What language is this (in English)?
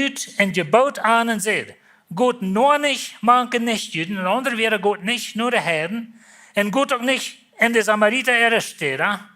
Plautdietsch